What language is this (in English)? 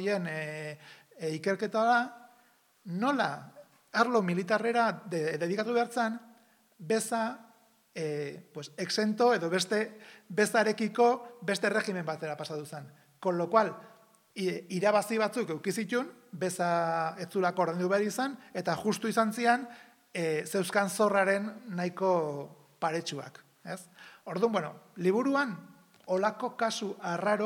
Basque